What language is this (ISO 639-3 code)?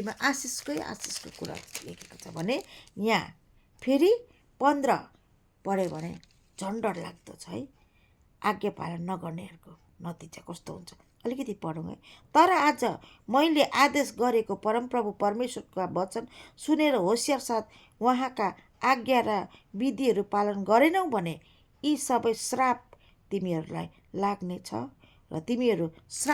nep